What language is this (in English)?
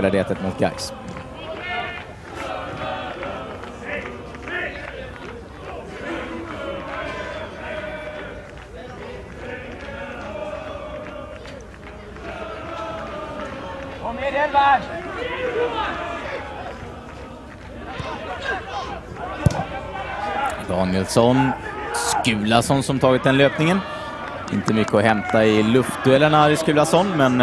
Swedish